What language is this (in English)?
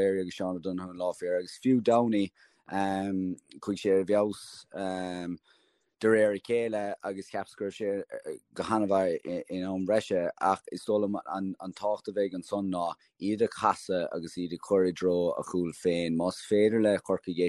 Irish